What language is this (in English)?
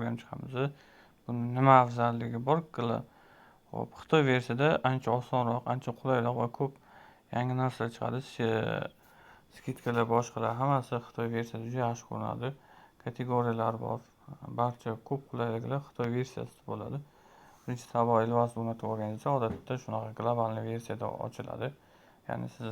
Uzbek